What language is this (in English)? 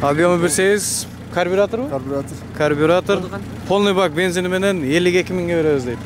Kyrgyz